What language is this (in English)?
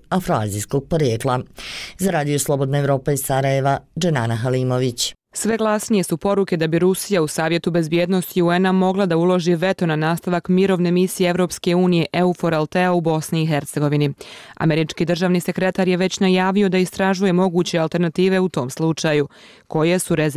Bosnian